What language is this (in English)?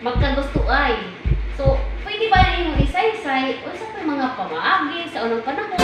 Cebuano